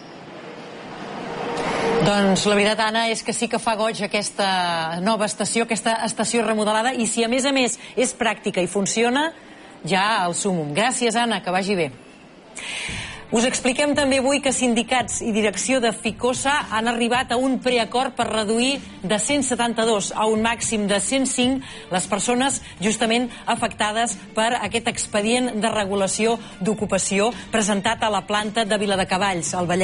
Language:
Catalan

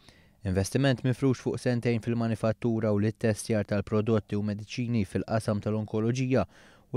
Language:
Maltese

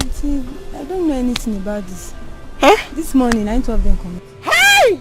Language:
Nigerian Pidgin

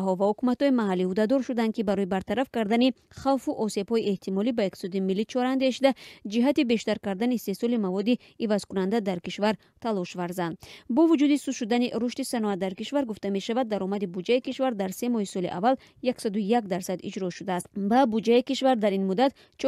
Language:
Tajik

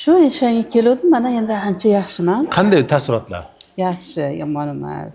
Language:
Uzbek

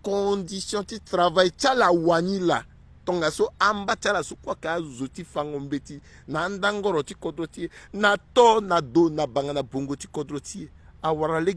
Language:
Sango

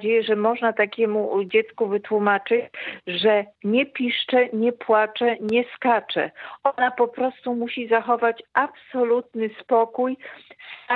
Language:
Polish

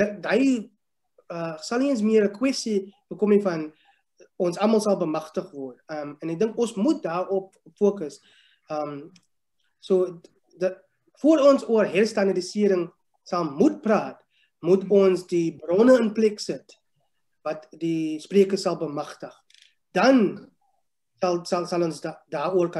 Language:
Afrikaans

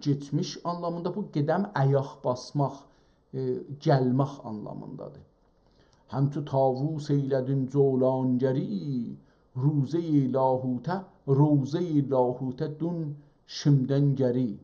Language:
South Azerbaijani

